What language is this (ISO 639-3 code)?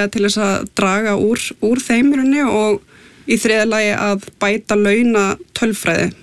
isl